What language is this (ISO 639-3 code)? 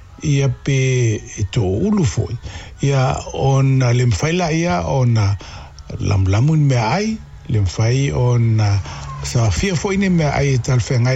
smo